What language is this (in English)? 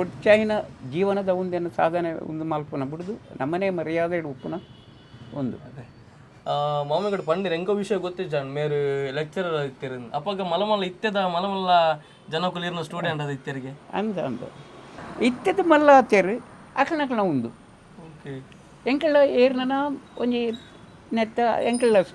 Tulu